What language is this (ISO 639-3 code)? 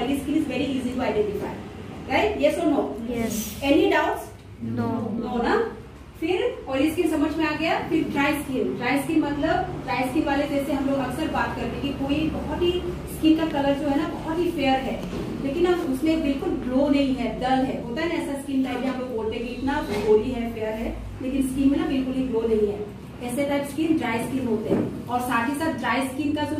hin